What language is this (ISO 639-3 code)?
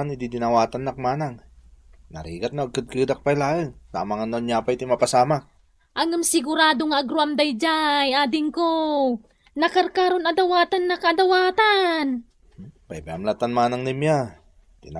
ilo